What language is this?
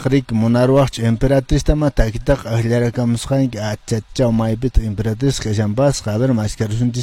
Quechua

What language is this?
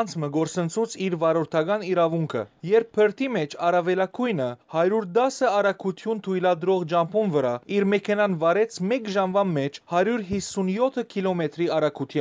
Western Armenian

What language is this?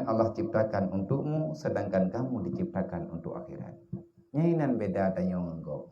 Achinese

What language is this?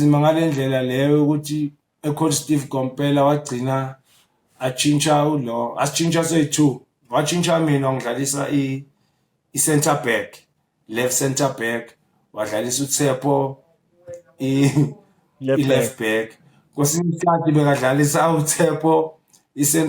Zulu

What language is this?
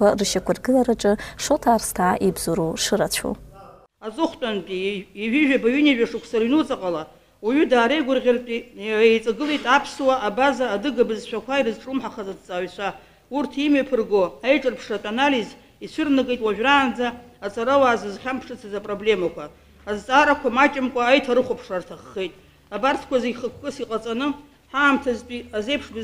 Abkhazian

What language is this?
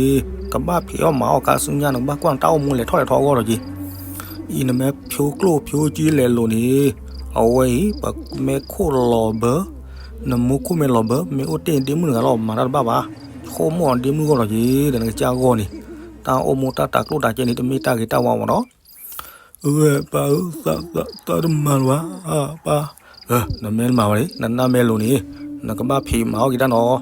S'gaw Karen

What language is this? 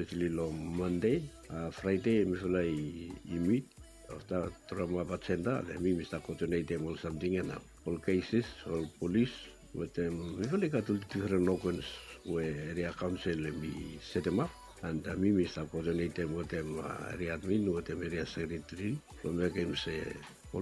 Bislama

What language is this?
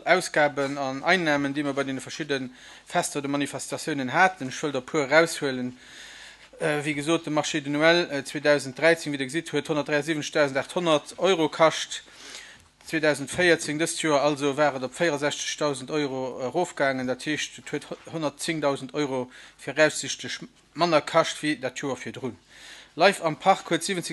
Luxembourgish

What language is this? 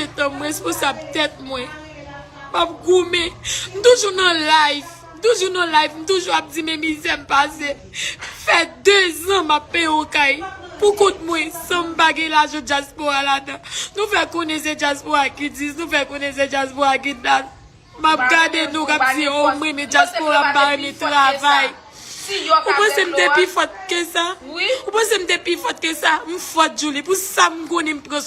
Haitian Creole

